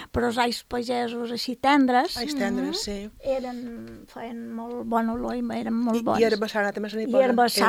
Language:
Catalan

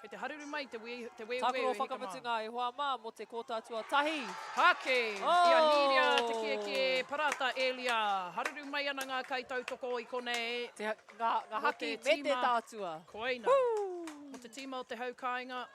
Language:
Māori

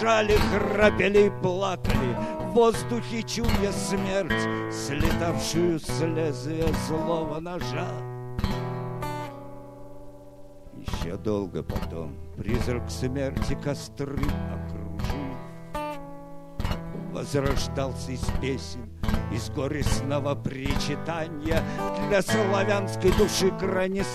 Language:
Russian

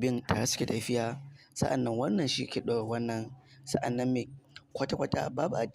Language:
Hausa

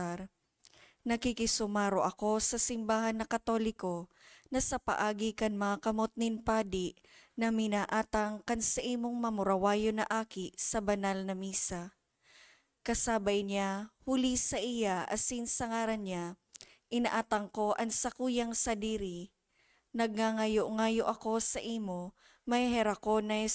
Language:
Bikol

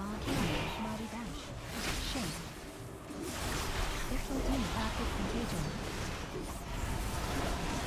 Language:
German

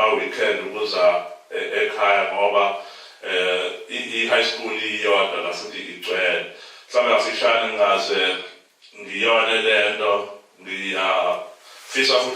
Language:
Zulu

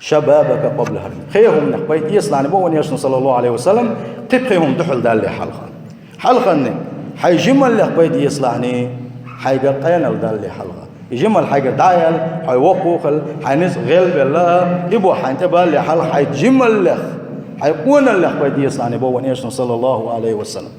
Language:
Chechen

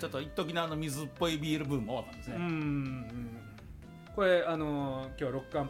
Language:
Japanese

